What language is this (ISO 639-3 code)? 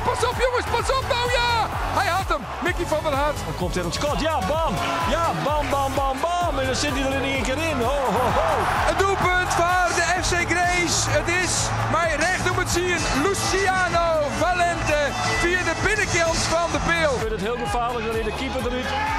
fry